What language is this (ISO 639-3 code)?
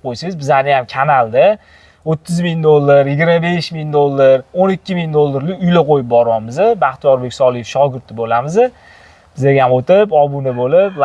uzb